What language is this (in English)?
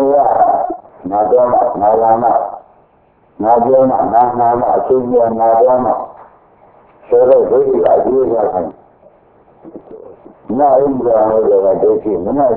Burmese